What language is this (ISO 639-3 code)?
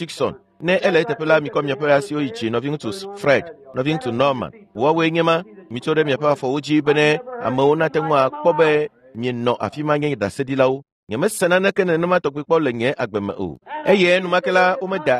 ewe